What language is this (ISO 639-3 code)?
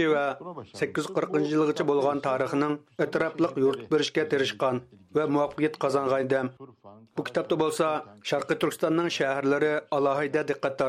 uig